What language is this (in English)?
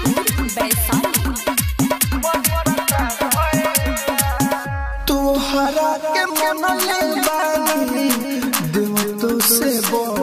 Bhojpuri